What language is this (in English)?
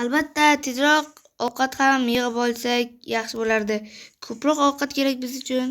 Uzbek